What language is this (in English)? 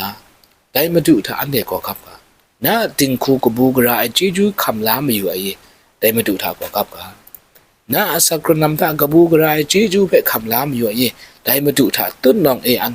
Kachin